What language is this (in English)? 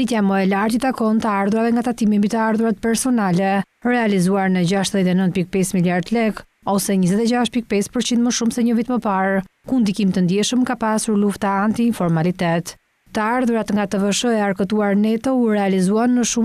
Albanian